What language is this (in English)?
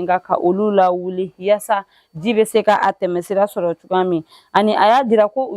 Bambara